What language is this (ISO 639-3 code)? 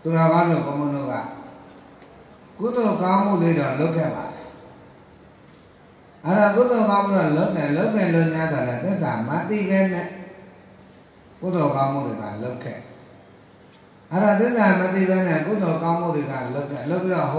mya